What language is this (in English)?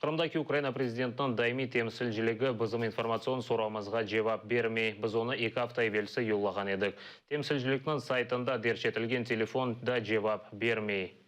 Crimean Tatar